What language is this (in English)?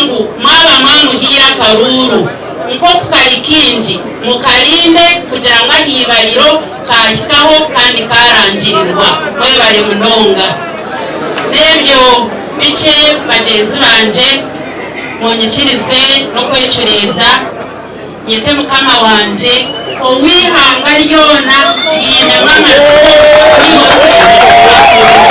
Nyankole